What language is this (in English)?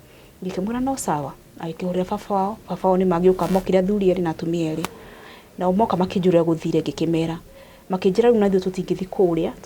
Kikuyu